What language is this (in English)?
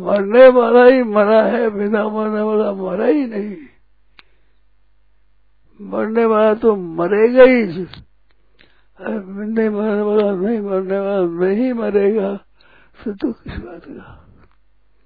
Hindi